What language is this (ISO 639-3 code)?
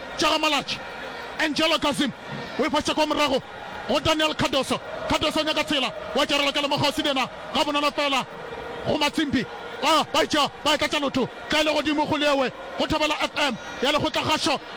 nso